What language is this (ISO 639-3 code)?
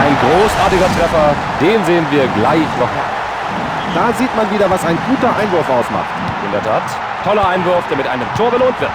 bar